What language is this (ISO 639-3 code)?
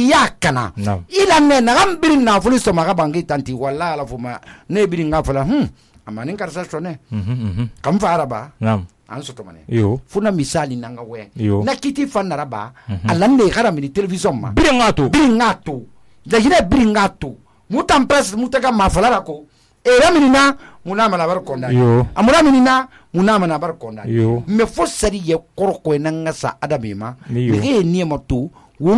sus